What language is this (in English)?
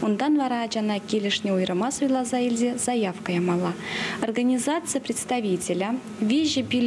Chuvash